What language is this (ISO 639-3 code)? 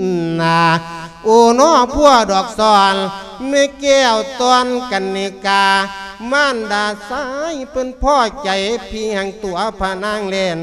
lao